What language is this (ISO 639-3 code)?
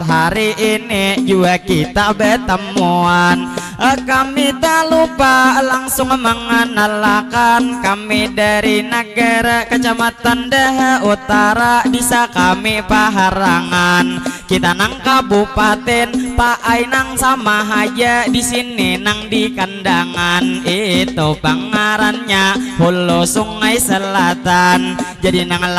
bjn